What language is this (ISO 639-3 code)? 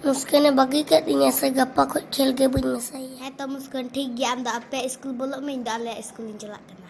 sat